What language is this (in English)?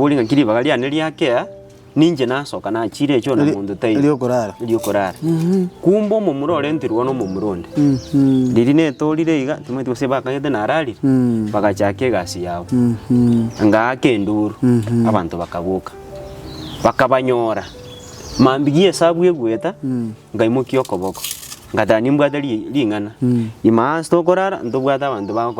Gusii